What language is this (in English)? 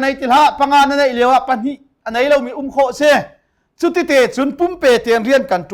Hakha Chin